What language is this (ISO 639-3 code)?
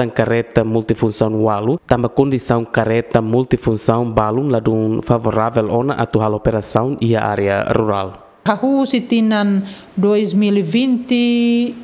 tet